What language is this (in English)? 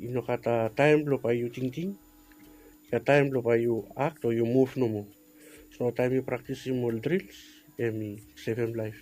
Bislama